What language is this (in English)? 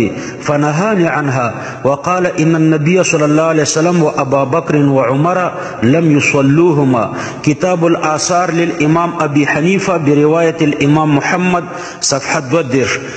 Pashto